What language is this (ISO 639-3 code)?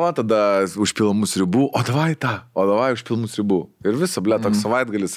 lit